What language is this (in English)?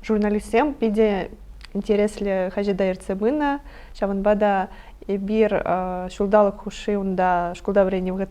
Chuvash